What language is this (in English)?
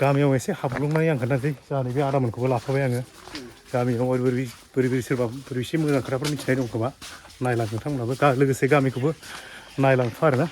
Bodo